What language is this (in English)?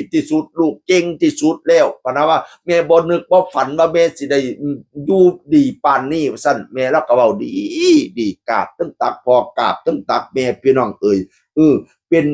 Northeastern Thai